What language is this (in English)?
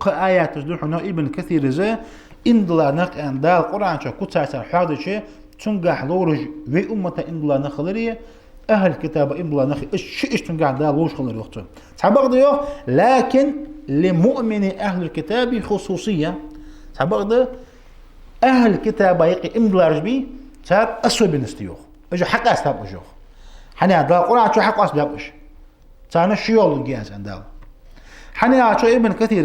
Ingush